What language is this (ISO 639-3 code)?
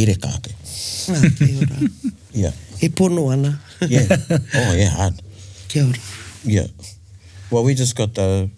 mri